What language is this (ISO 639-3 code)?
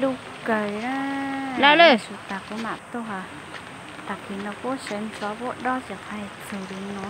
hmn